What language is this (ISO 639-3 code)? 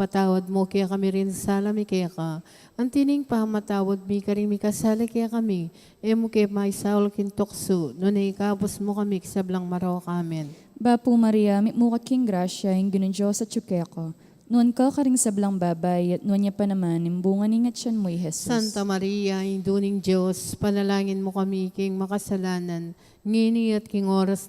pam